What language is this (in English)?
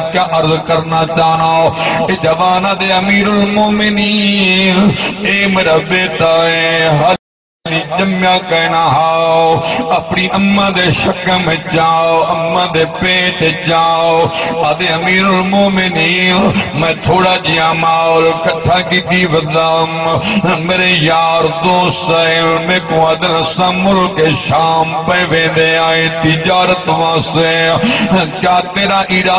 Saraiki